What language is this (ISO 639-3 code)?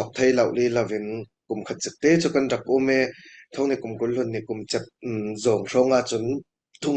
cfm